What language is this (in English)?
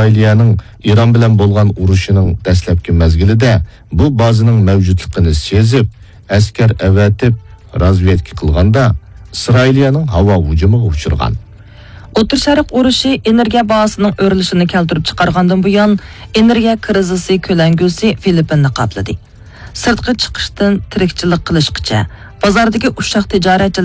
Uyghur